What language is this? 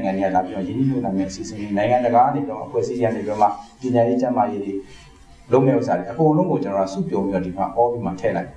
Burmese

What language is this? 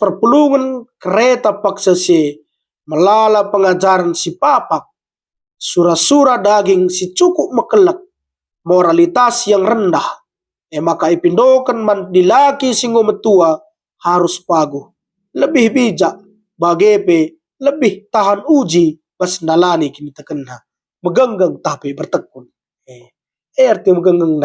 Batak Karo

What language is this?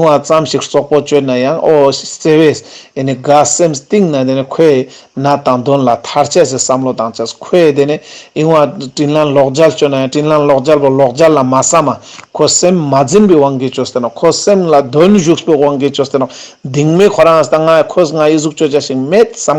Ladakhi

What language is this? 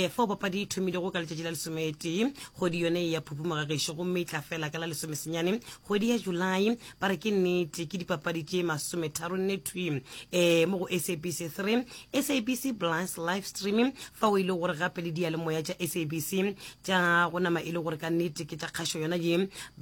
Northern Sotho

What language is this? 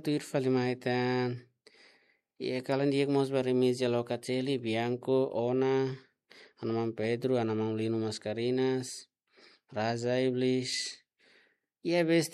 Tetum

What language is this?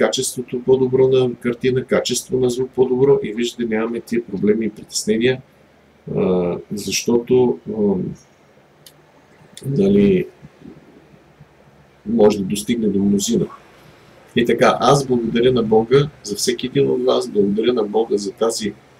Bulgarian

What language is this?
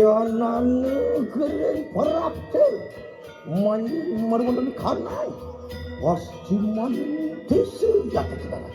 Balinese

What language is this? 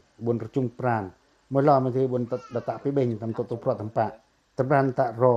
Pacoh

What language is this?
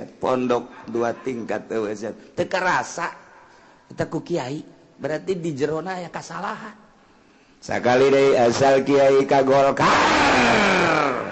Sundanese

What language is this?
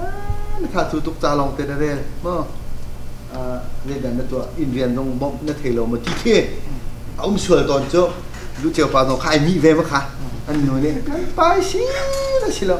Hakha Chin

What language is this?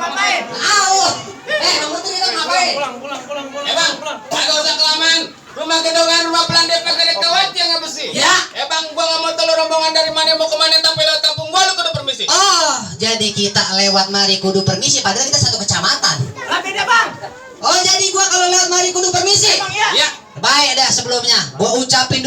Betawi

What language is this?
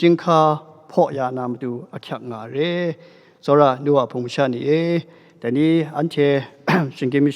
Kachin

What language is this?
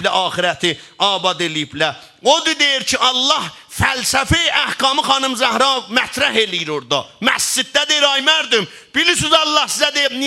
South Azerbaijani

